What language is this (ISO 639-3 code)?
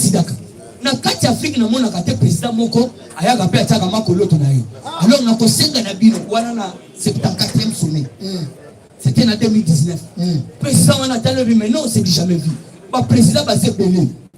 lin